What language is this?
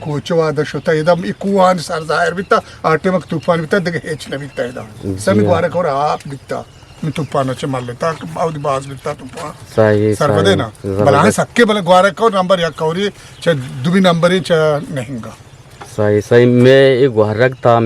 Eastern Balochi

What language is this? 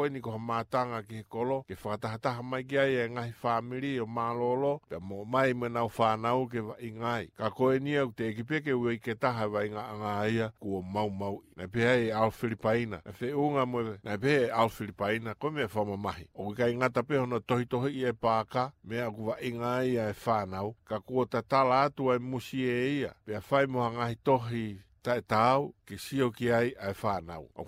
Tongan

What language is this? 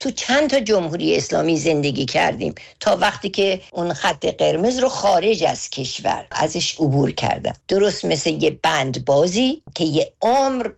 Persian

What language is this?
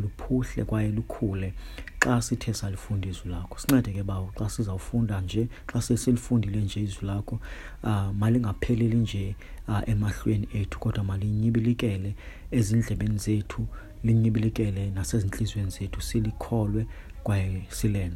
Xhosa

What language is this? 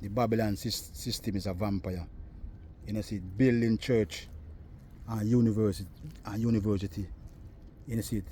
Jamaican Creole English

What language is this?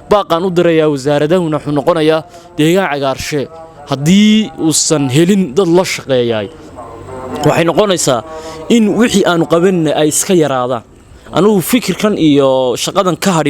Somali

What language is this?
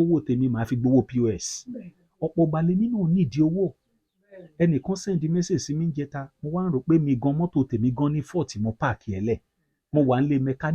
Yoruba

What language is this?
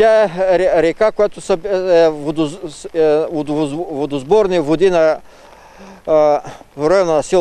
Bulgarian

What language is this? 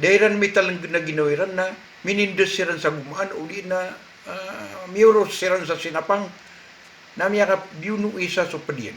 Maranao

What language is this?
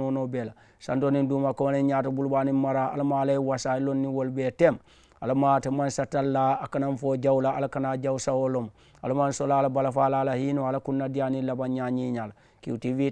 Mandingo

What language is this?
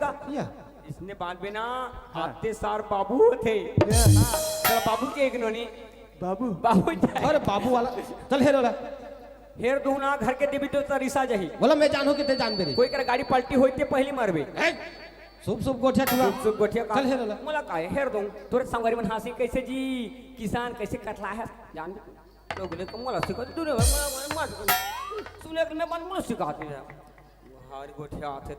Chhattisgarhi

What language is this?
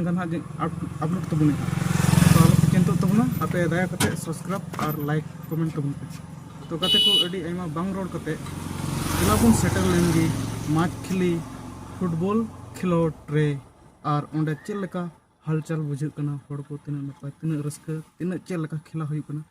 Santali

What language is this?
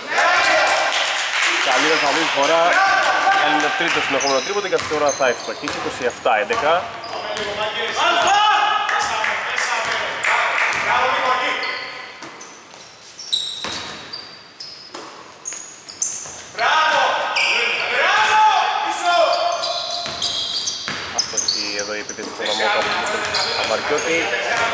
Greek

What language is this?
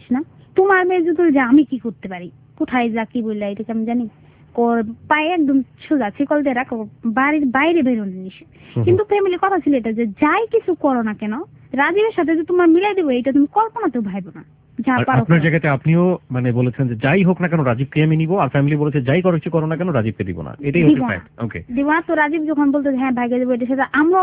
Bangla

